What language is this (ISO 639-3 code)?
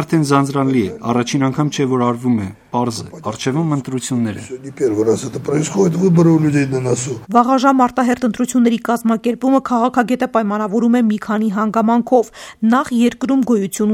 hye